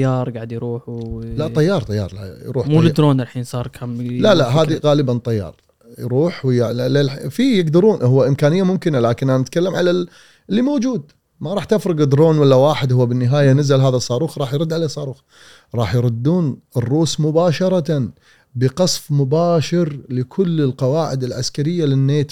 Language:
Gulf Arabic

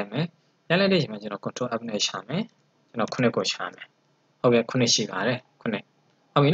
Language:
Burmese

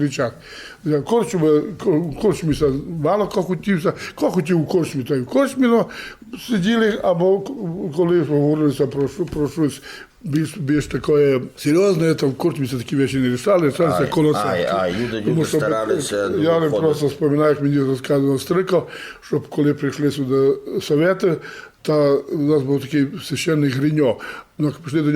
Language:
Rusyn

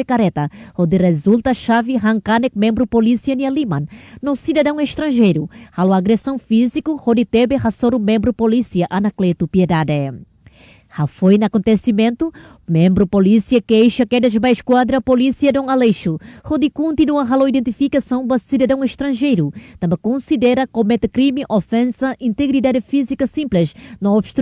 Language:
Tetum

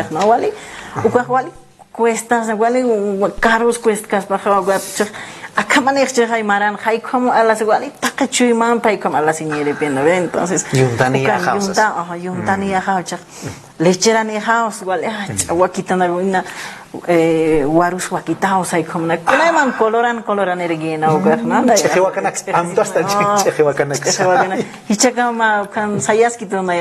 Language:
Aymara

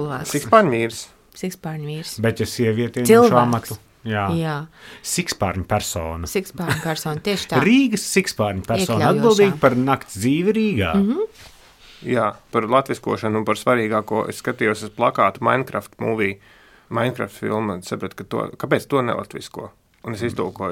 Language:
Latvian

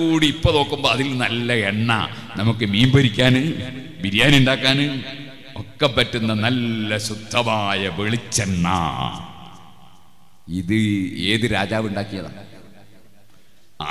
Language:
Malayalam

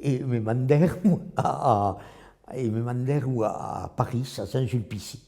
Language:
Occitan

